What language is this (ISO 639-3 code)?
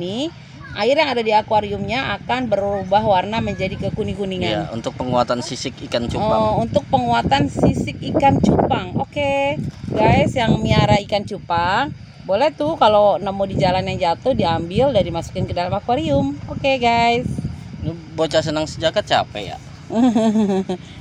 ind